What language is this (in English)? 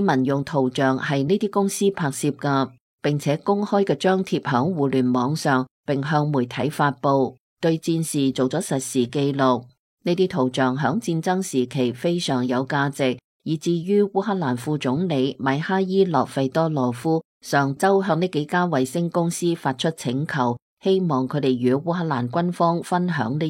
Cantonese